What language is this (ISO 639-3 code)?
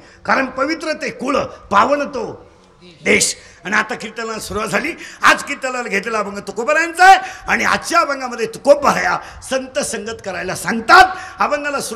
mar